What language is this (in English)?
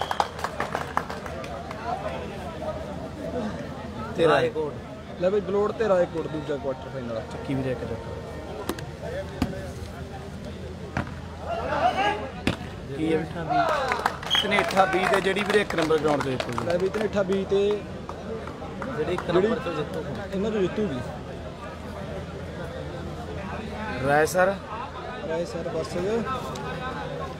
Punjabi